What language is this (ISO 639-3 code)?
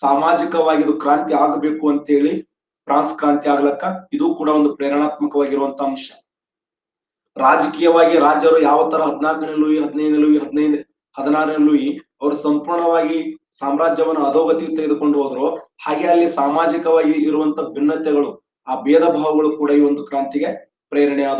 kan